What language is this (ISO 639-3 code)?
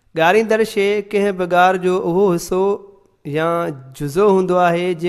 snd